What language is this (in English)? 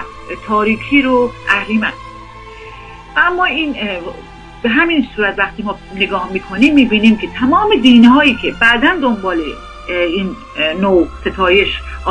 Persian